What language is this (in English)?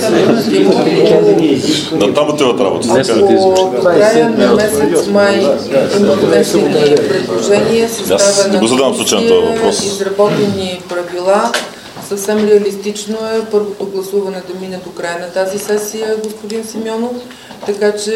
Bulgarian